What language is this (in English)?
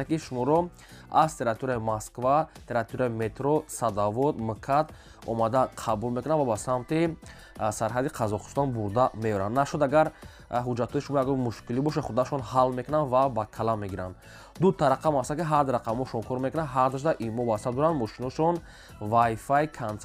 Tajik